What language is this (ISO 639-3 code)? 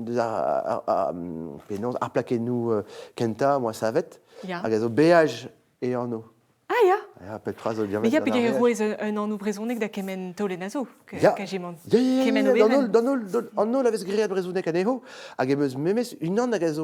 bre